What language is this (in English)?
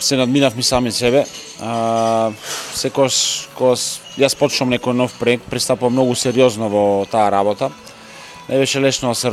Macedonian